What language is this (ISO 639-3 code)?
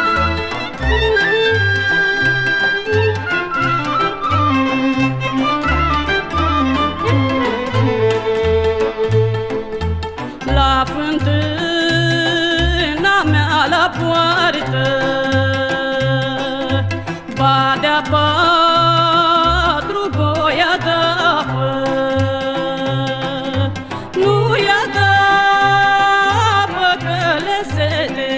ron